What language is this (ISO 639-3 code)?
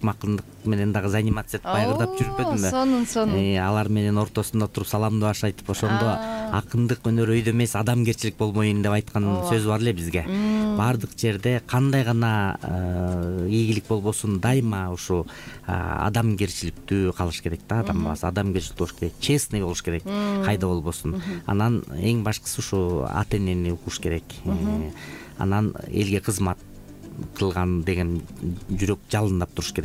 kir